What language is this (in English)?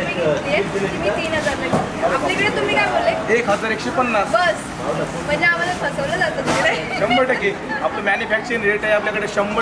Marathi